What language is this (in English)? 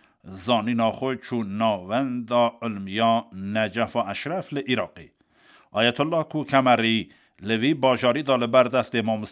Kurdish